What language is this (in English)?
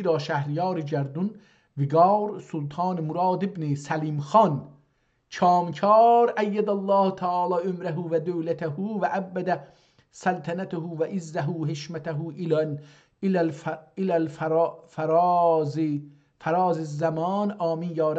South Azerbaijani